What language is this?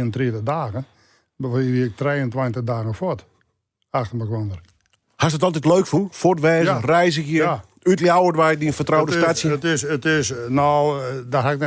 Western Frisian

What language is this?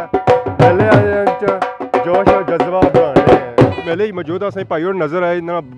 Pahari-Potwari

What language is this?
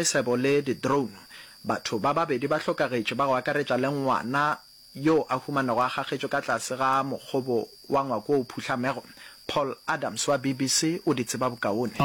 Northern Sotho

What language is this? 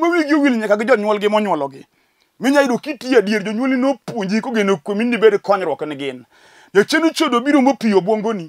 Luo (Kenya and Tanzania)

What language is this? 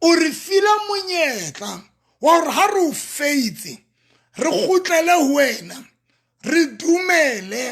Southern Sotho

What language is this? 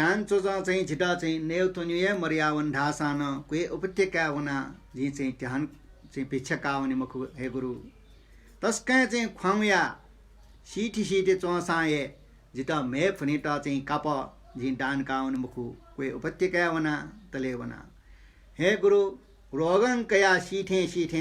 Newari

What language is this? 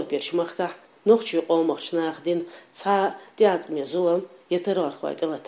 Chechen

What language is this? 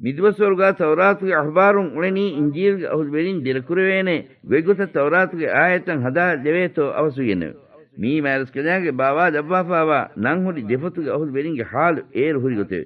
Divehi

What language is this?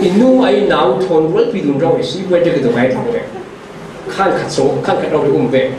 Falam Chin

